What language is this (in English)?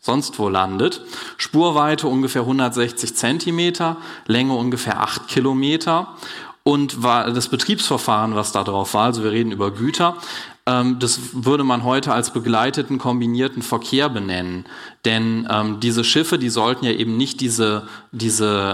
German